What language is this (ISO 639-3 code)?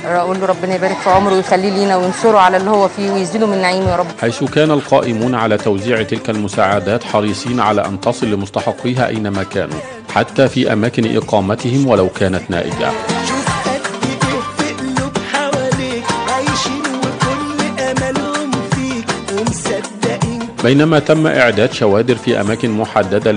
arz